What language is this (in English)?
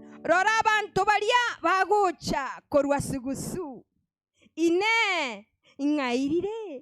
Gusii